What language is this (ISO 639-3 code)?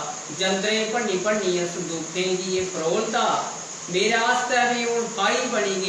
doi